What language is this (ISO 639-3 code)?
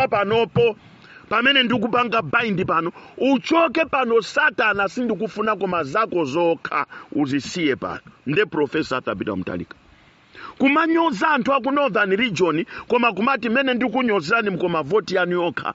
nya